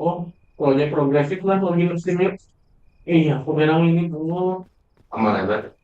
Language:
Banjar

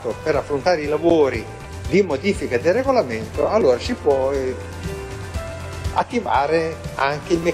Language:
Italian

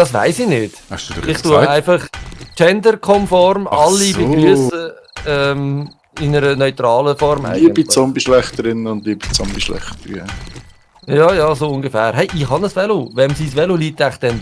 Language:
Swiss German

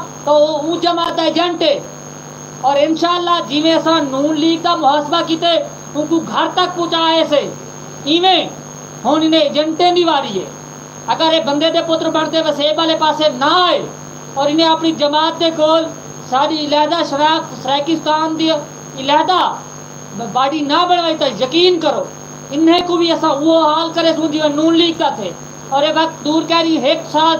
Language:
Saraiki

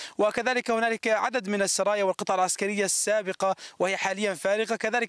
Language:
Arabic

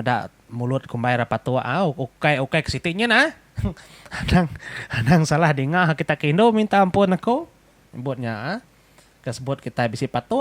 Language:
Iban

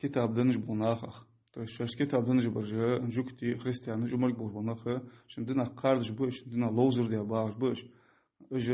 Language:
Ingush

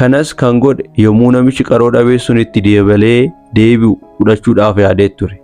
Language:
Oromo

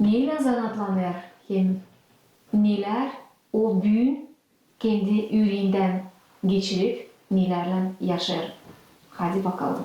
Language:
Gagauz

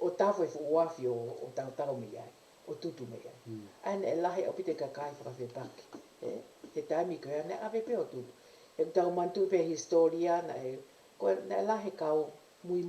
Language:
Tongan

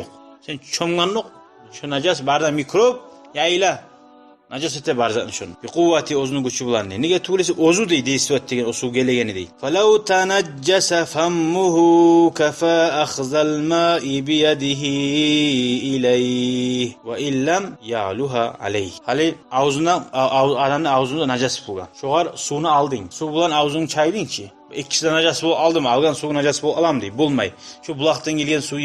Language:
Kumyk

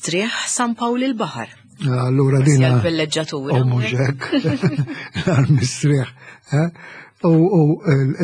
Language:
Maltese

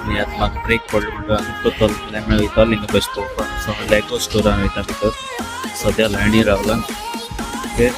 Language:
Konkani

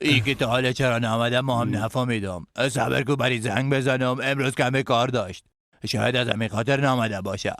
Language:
Persian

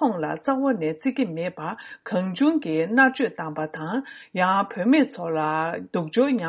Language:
Tibetan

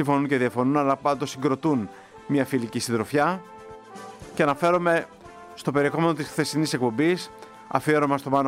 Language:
Greek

